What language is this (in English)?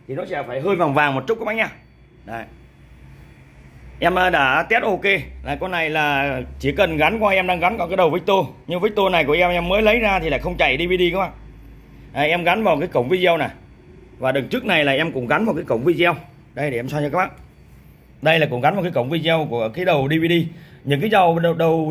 Vietnamese